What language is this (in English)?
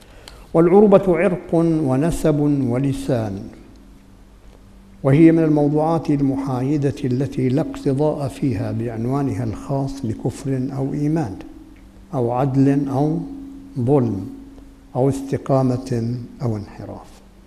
Arabic